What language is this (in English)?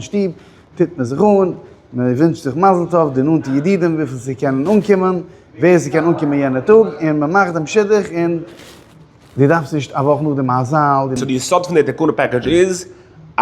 Yiddish